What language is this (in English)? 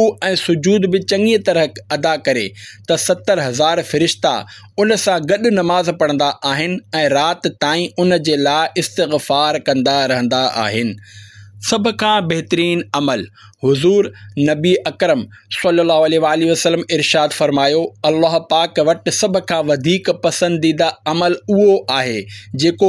Sindhi